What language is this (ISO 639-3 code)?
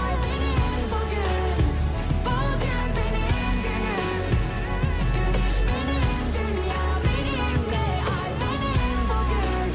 kaa